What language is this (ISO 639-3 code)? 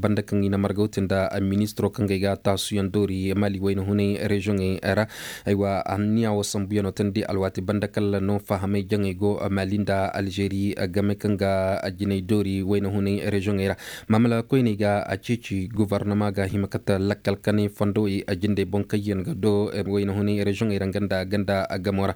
ses